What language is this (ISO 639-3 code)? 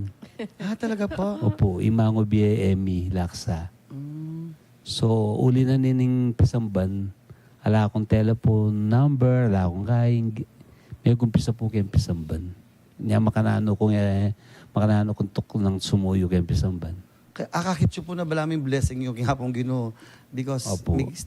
pam